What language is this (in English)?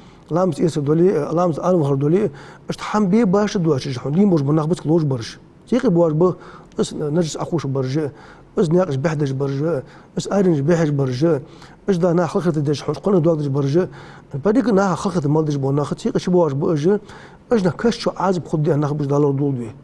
Ingush